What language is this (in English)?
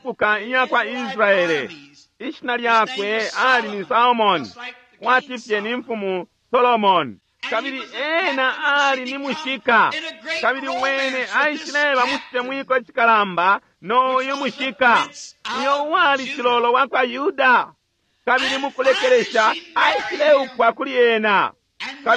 Bemba